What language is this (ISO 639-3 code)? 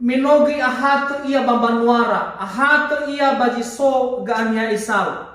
nia